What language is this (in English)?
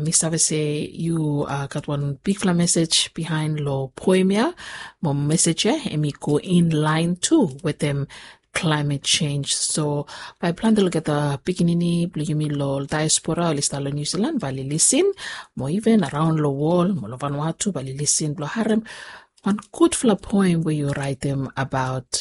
Bislama